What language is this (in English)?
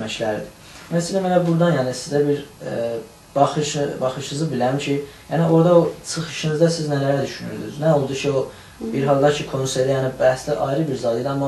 South Azerbaijani